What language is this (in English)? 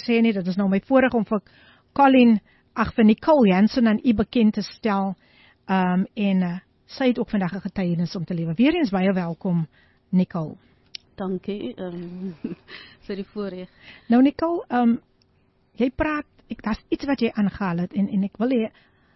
Afrikaans